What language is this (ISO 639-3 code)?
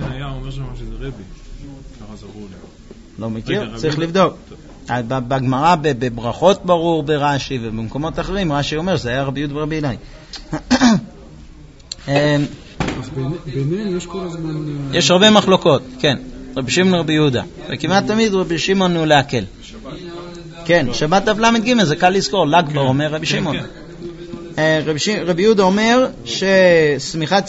heb